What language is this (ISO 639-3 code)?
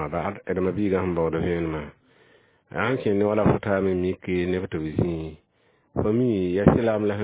mos